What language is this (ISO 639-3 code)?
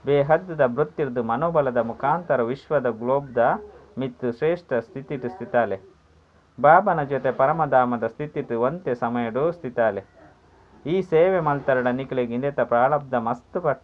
tcy